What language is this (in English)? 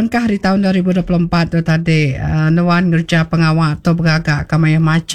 Iban